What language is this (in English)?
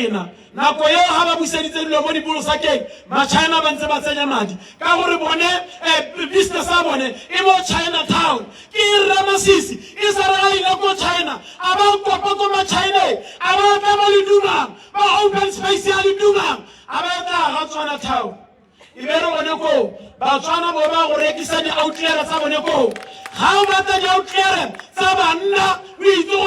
Tswana